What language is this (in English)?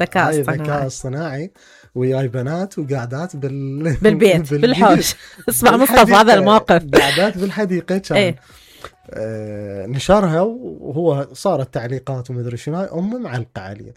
Mesopotamian Arabic